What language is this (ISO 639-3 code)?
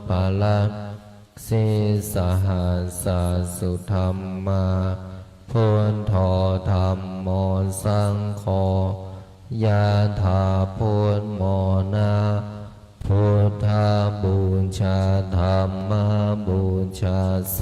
pli